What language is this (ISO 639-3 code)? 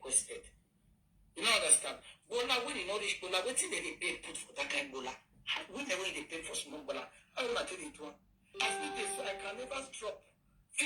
pcm